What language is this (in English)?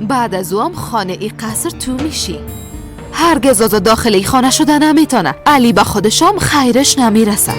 Persian